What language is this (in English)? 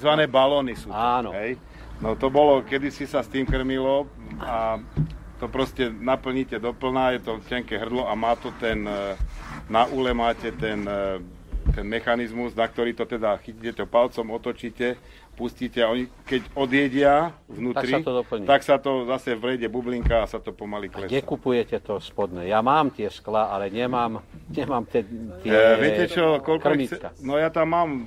Slovak